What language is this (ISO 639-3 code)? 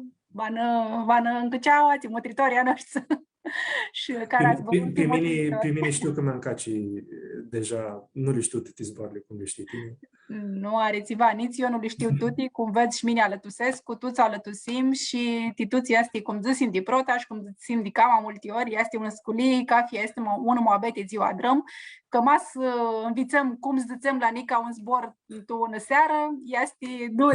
rup